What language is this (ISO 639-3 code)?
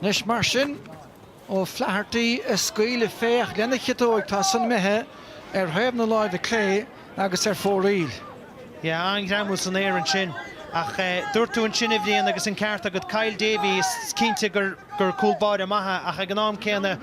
gle